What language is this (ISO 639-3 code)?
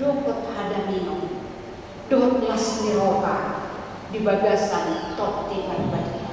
bbc